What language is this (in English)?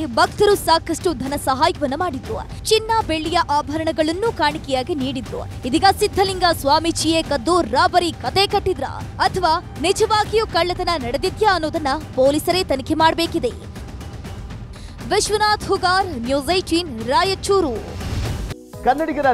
Kannada